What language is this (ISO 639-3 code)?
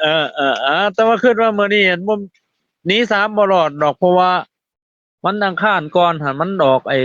tts